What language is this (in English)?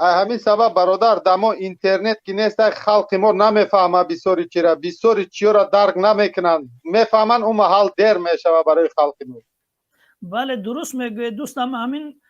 Tajik